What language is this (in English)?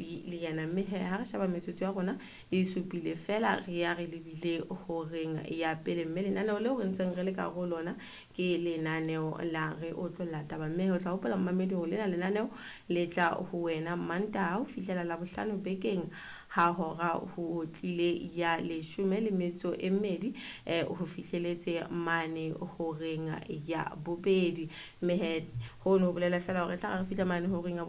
Southern Sotho